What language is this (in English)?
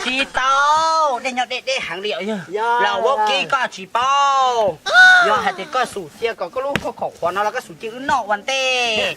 Hmong